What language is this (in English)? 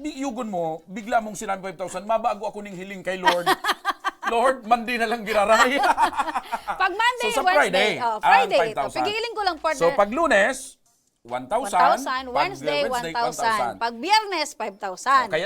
Bikol